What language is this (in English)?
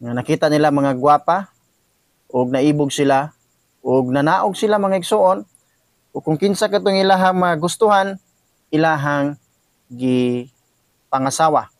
Cebuano